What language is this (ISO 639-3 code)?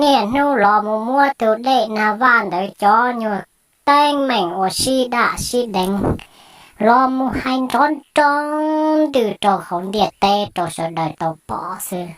hmn